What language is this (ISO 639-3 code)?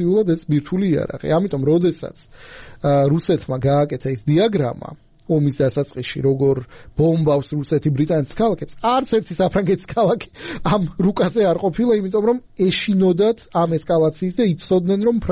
kat